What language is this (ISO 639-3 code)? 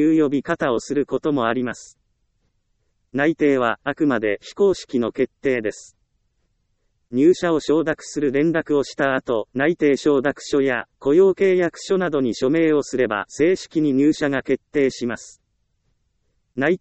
jpn